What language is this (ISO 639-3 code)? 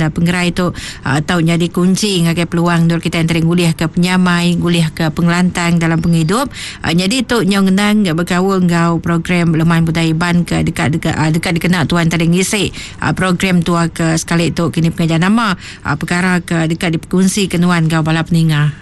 iba